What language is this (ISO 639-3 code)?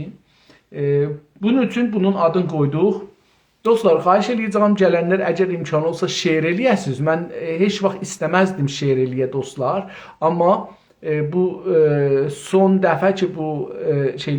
azb